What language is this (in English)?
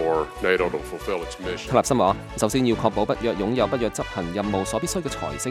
Cantonese